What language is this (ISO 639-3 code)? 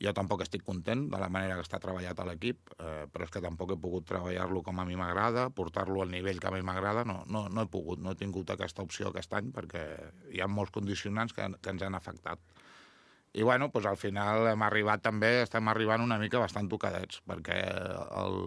cat